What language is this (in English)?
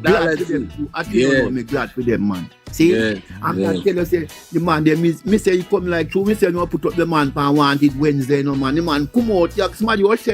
Jamaican Creole English